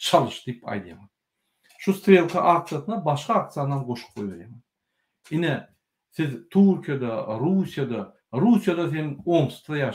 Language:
Turkmen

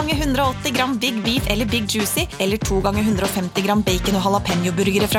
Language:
Norwegian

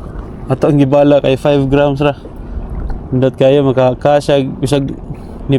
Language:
Cebuano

